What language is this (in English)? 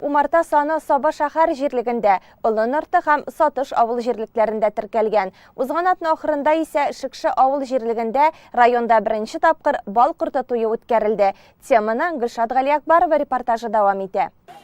Tatar